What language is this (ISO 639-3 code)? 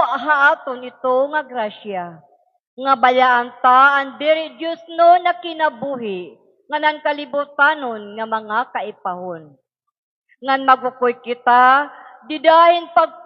war